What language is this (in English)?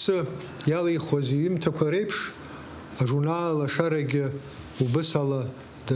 Abkhazian